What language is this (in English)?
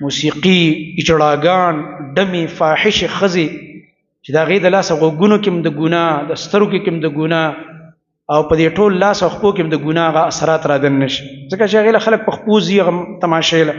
Pashto